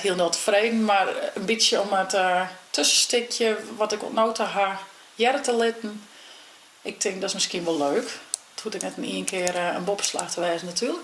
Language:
Western Frisian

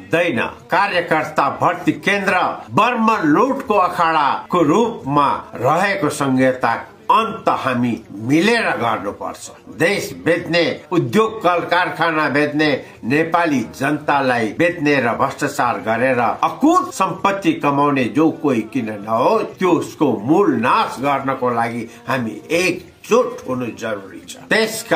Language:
Nepali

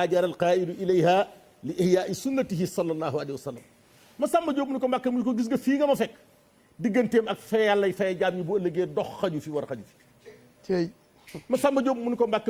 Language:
Wolof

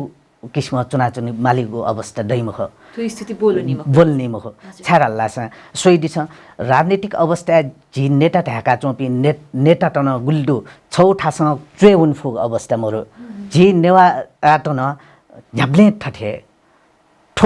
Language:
Newari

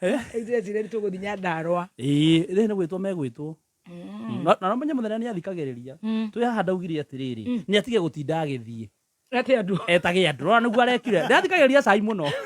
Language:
Kikuyu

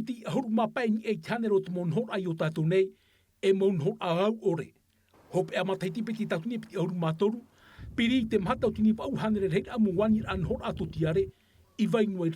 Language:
Tahitian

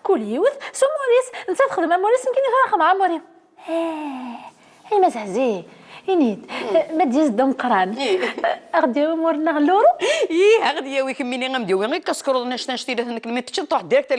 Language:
Kabyle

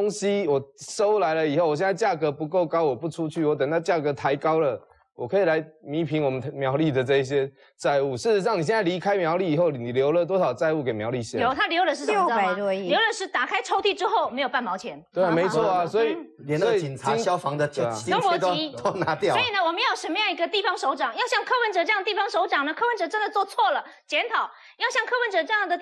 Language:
Chinese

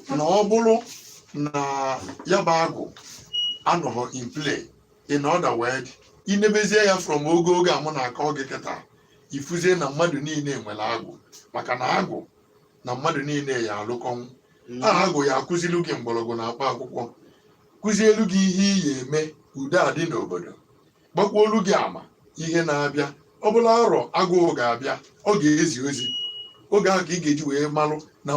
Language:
Igbo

